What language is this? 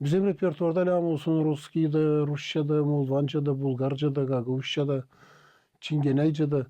Gagauz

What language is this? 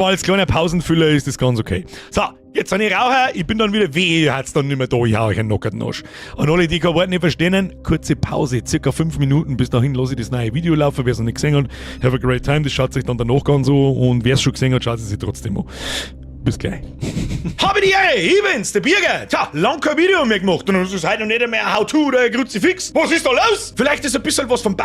Bavarian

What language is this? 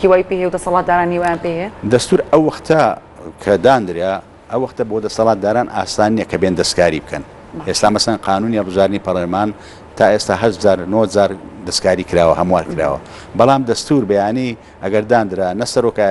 Central Kurdish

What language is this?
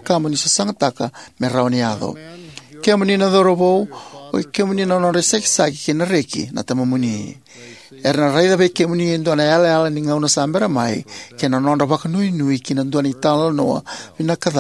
Fijian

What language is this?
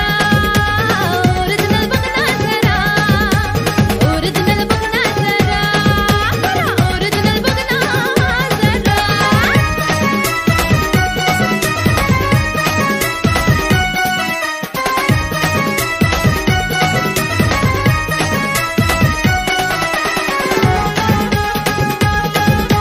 Marathi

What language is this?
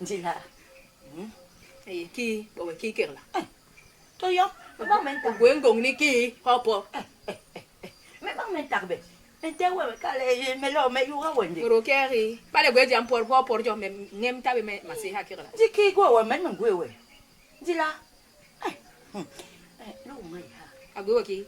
Basaa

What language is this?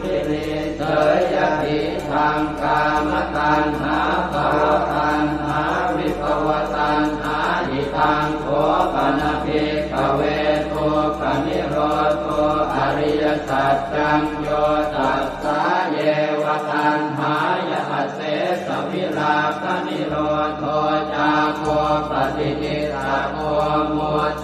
Pali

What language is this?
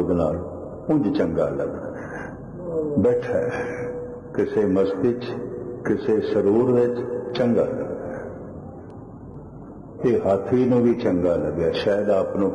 Punjabi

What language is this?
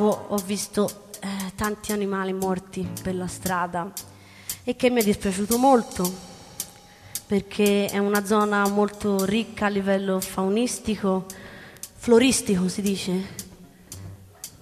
Italian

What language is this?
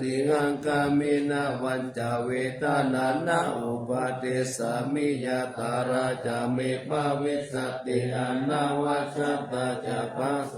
Pali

